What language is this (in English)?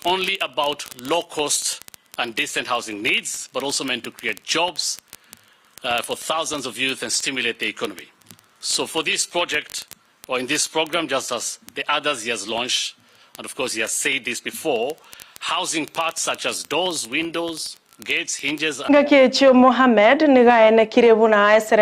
Gusii